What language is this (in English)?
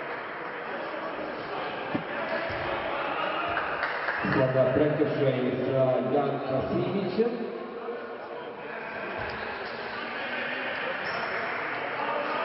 Serbian